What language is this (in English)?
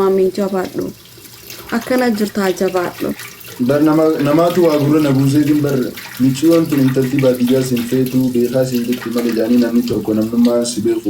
Oromo